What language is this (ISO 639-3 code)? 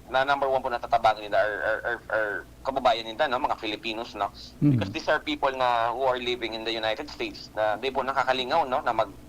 bik